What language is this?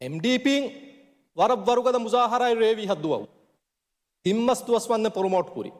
Divehi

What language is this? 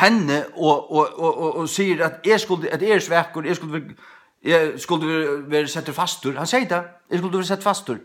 Faroese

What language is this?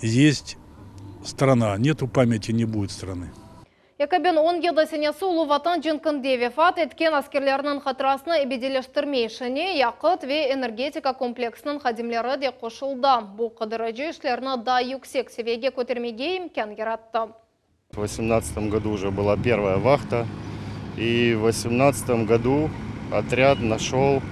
Crimean Tatar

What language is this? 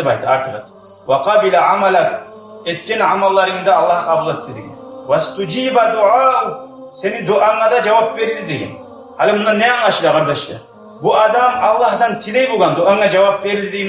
Kumyk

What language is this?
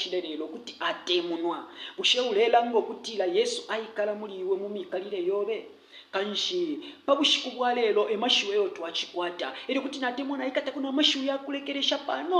Bemba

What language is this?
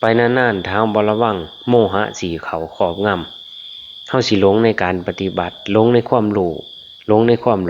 Lao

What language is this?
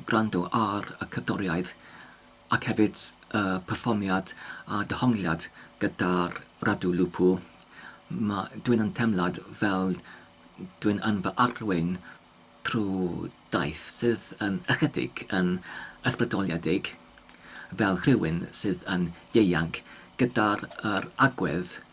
Welsh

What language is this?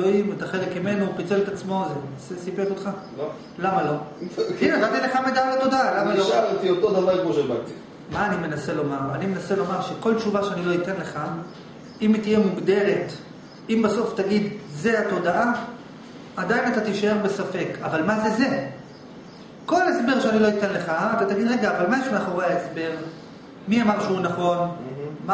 Hebrew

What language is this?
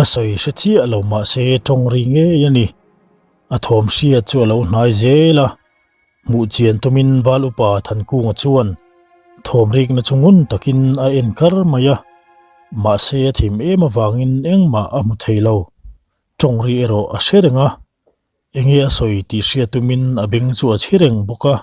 Mizo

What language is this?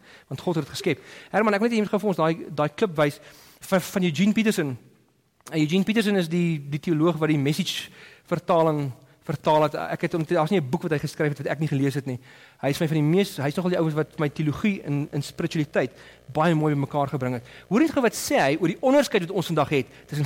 Afrikaans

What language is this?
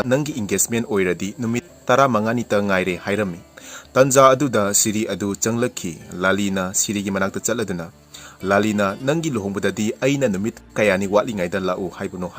Manipuri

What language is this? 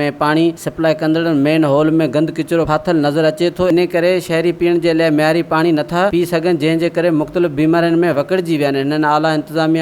Sindhi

